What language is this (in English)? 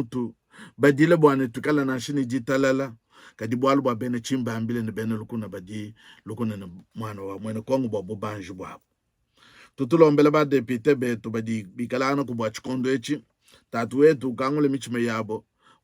Luba-Lulua